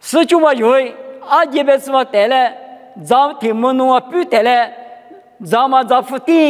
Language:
Lisu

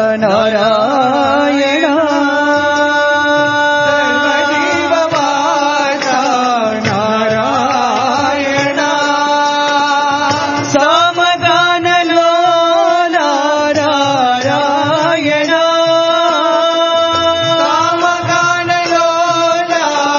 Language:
Telugu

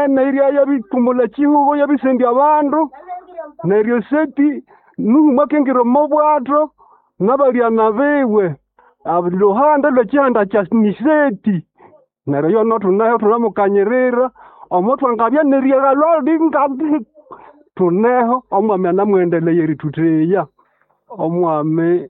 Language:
Nande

